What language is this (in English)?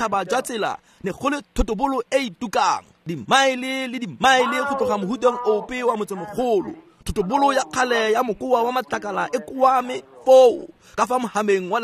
Tswana